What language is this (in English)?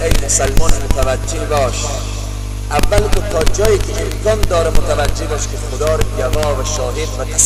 Persian